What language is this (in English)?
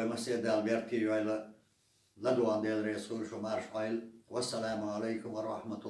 Chechen